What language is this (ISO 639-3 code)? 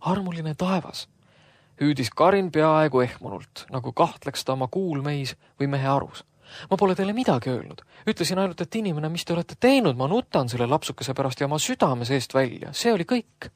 est